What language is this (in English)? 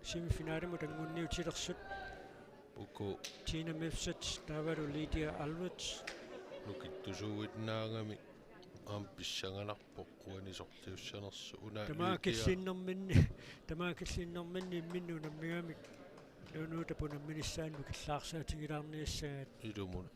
Kalaallisut